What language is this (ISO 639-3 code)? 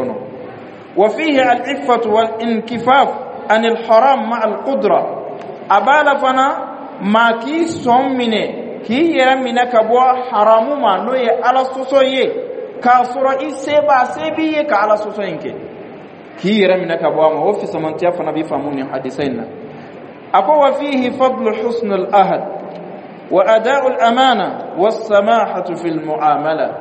dyu